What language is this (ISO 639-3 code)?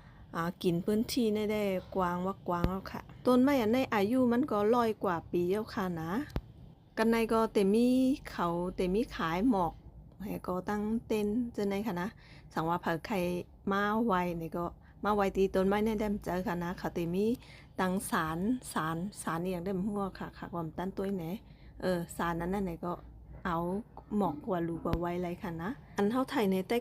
shn